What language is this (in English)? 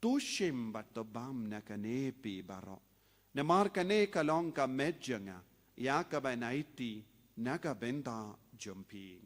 Khasi